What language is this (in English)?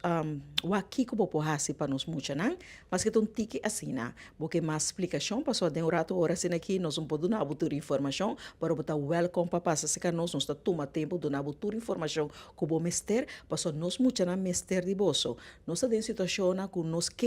Papiamento